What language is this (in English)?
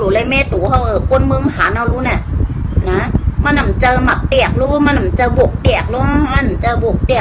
Shan